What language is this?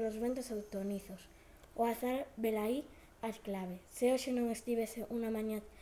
Galician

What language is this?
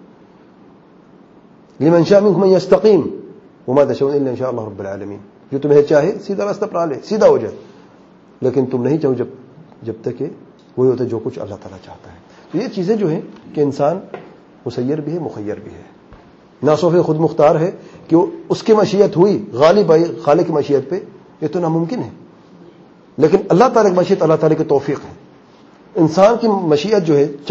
Urdu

